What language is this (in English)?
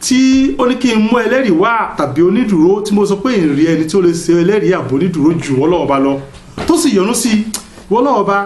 Yoruba